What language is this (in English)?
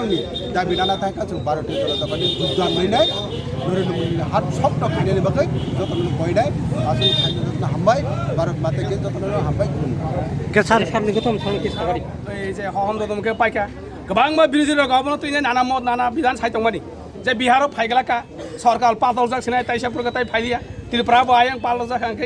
Kok Borok